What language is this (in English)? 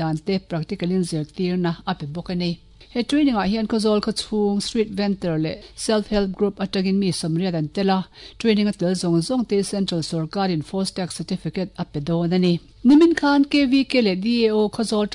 Mizo